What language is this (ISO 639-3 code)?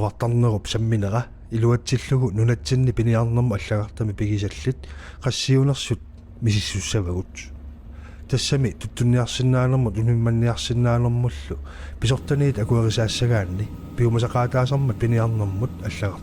kal